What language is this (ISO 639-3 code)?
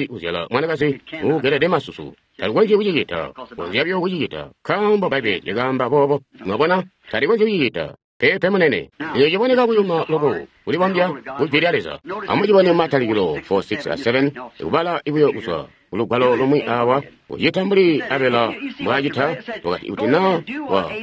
toi